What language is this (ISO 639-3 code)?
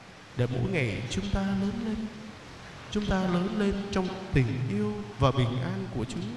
vie